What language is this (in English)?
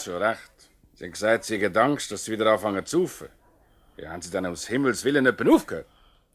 Swiss German